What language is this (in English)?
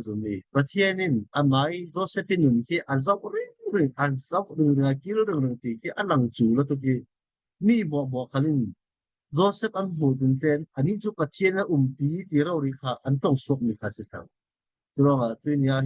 Falam Chin